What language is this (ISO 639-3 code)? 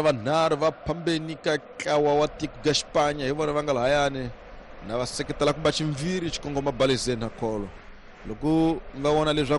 tso